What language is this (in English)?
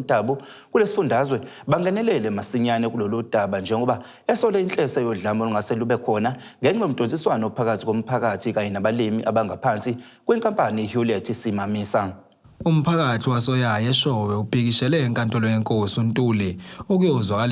Zulu